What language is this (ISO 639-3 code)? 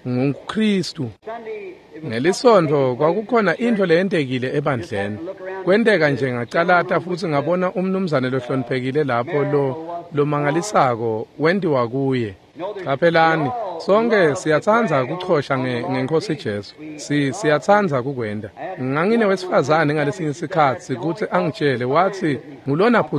ssw